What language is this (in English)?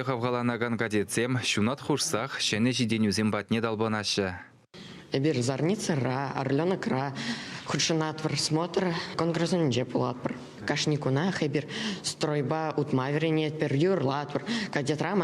Chuvash